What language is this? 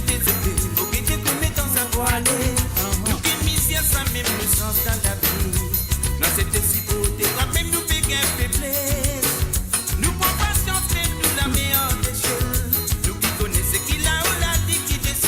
Morisyen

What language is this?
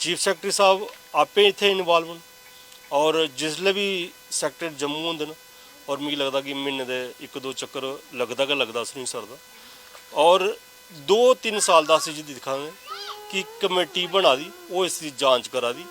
Dogri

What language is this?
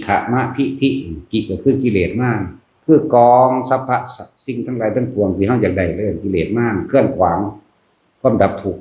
Northeastern Thai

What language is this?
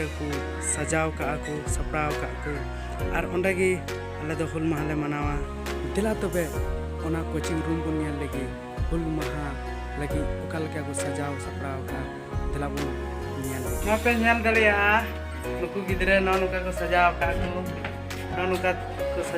Santali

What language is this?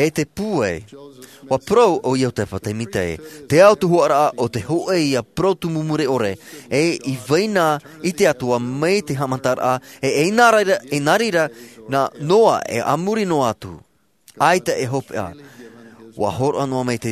Tahitian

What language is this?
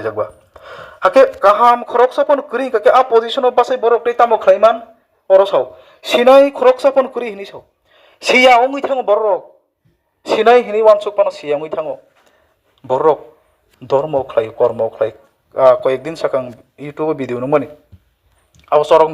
Kok Borok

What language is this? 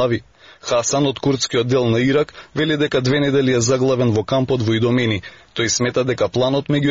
Macedonian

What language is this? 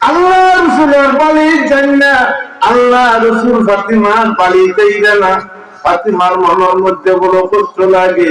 Sylheti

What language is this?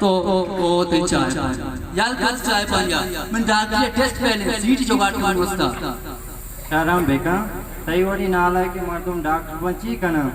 Baluchi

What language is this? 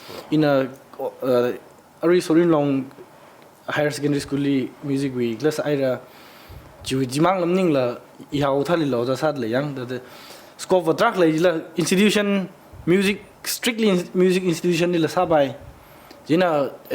Tangkhul Naga (India)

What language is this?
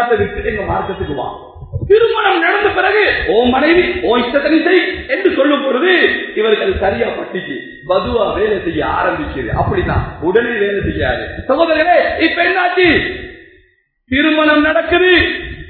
Tamil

